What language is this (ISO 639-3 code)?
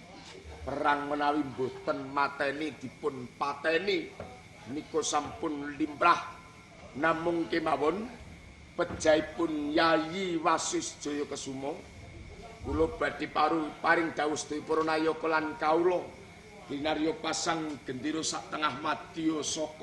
jav